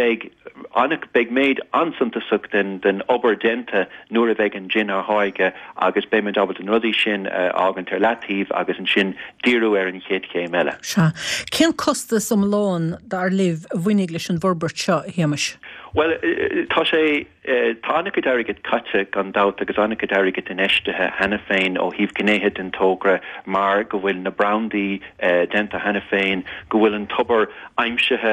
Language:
Irish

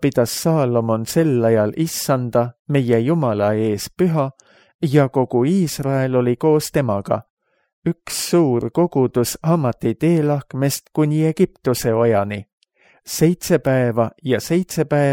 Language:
Estonian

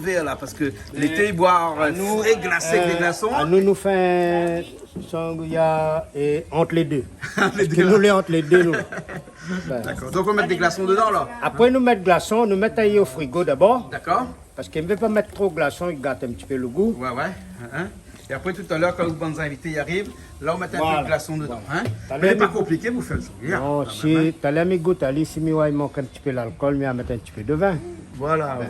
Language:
Réunion Creole French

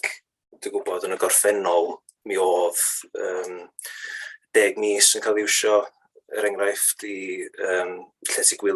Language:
Welsh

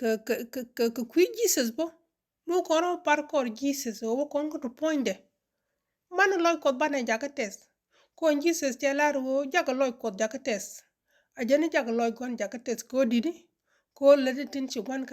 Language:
Nuer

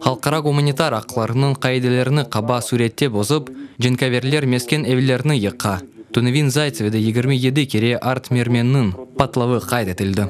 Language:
Crimean Tatar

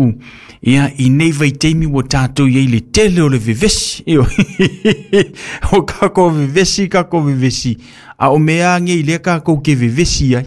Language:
Samoan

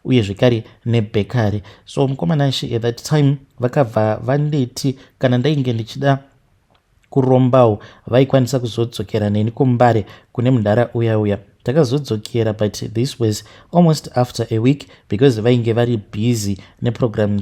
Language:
Shona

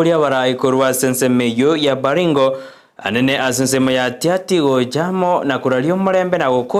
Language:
Gusii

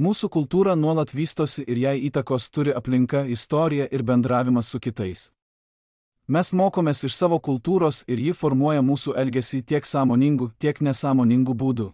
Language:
Lithuanian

